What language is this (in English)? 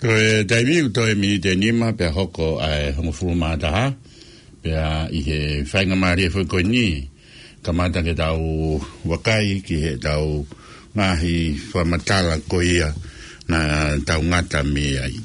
Tongan